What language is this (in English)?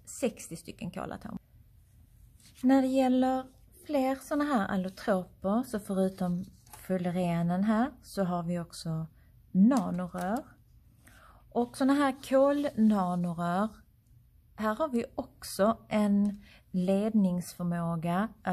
Swedish